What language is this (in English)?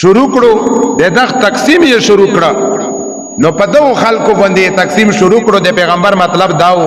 Pashto